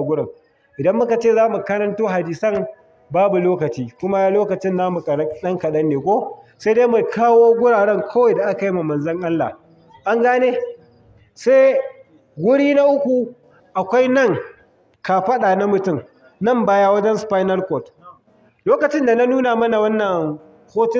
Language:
Hausa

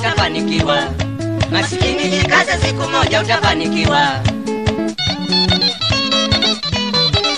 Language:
Swahili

